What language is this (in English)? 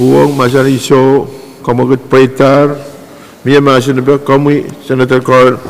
Pohnpeian